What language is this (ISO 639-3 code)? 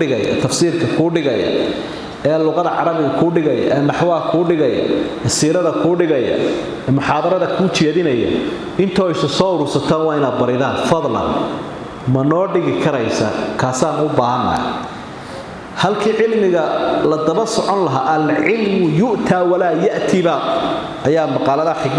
som